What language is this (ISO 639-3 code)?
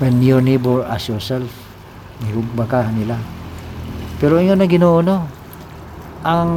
ceb